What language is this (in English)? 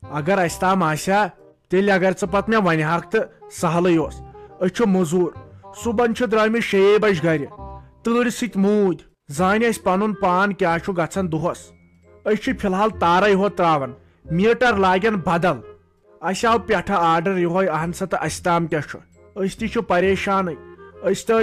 Kashmiri